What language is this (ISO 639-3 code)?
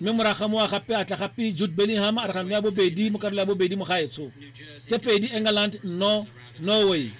tsn